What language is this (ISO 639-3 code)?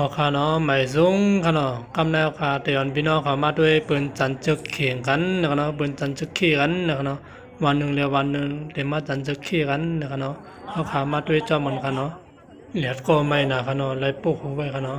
shn